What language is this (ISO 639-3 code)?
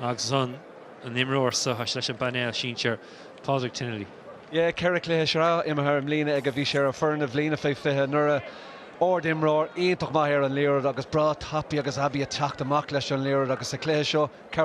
gle